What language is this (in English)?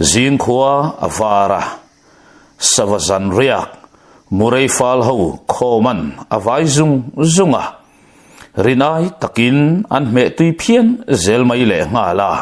Mizo